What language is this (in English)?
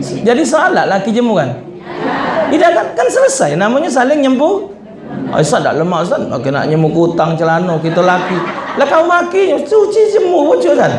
Musi